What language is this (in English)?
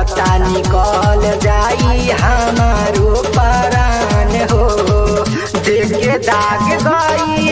Bhojpuri